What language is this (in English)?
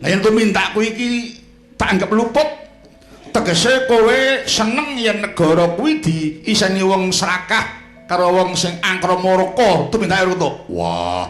Javanese